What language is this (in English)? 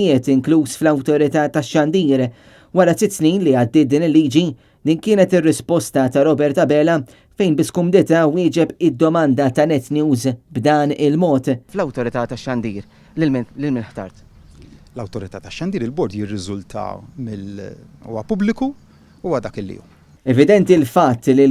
Maltese